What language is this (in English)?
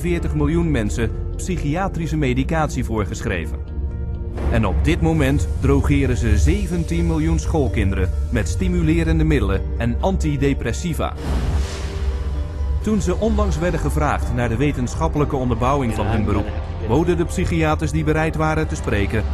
Dutch